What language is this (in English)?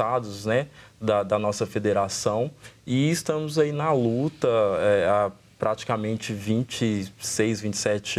Portuguese